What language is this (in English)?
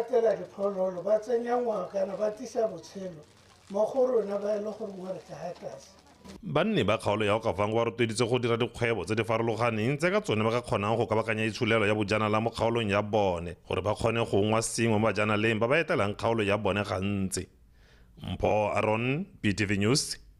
Tswana